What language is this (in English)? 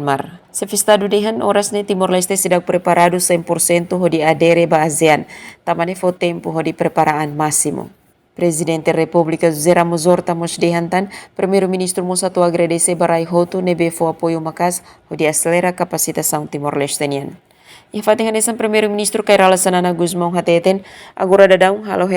Tetum